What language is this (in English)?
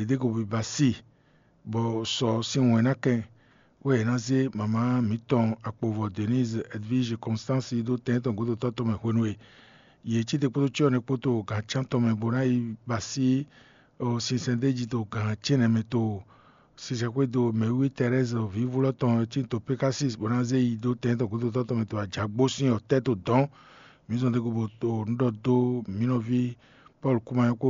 Fon